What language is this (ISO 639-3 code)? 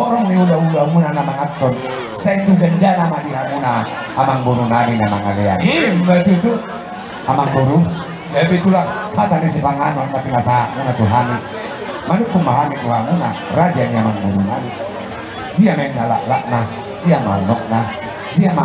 bbc